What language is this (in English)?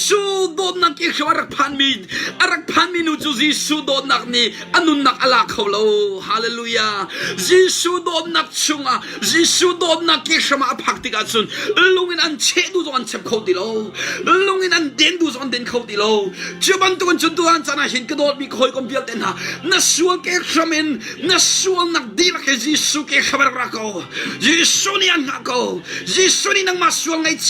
Hakha Chin